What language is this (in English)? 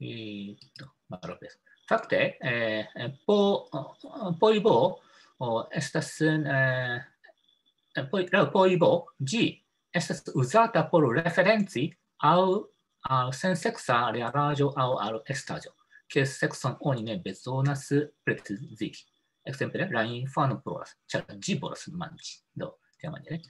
Esperanto